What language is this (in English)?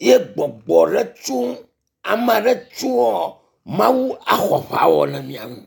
Ewe